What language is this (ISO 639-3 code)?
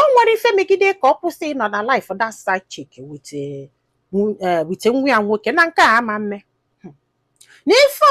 ibo